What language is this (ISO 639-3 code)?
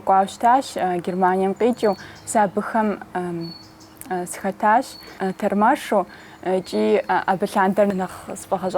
kbd